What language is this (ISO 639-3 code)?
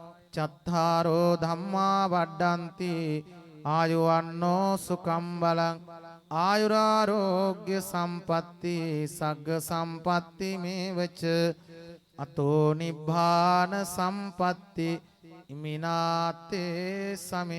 sin